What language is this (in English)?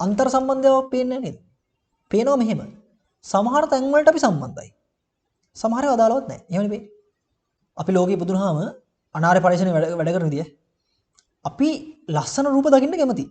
Sinhala